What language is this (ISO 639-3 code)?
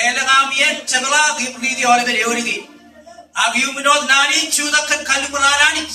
mah